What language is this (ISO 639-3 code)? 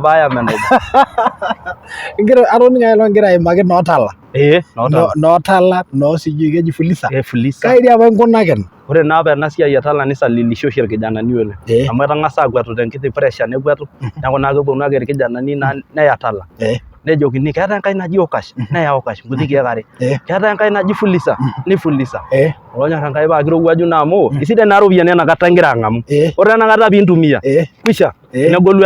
mas